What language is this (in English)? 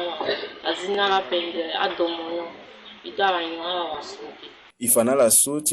Sango